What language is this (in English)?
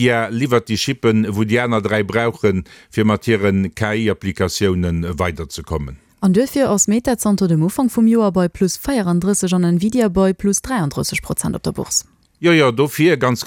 Luxembourgish